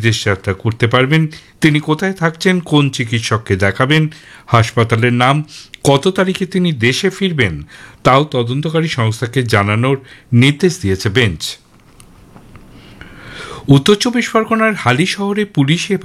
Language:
Bangla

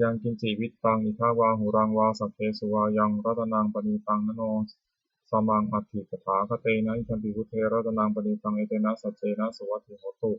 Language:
Pali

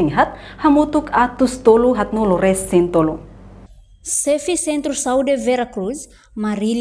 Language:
Tetum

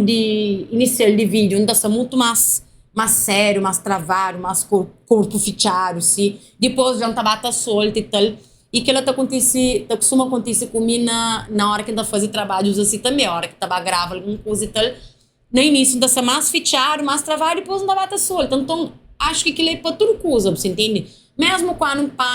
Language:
Kabuverdianu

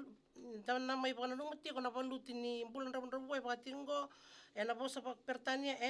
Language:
Fijian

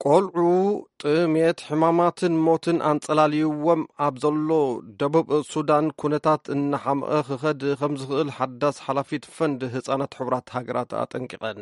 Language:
Tigrinya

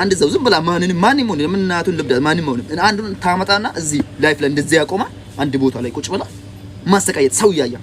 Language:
Amharic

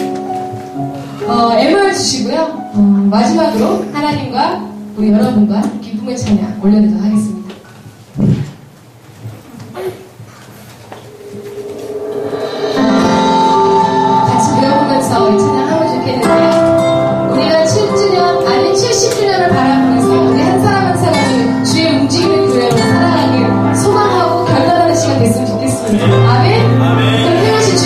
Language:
Korean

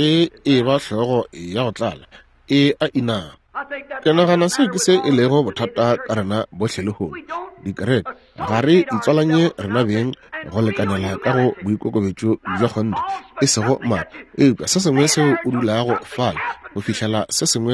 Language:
Northern Sotho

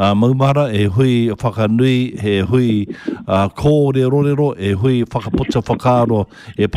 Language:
Māori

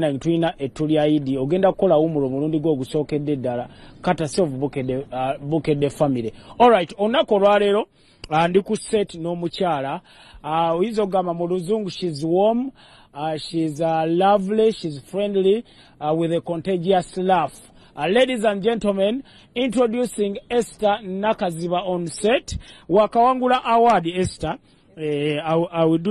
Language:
Ganda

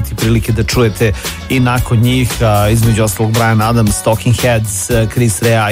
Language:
Serbian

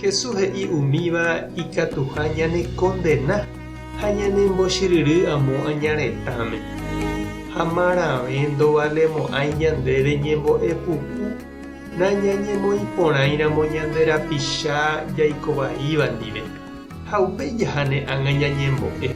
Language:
Guarani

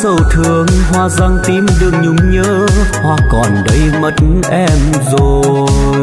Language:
Vietnamese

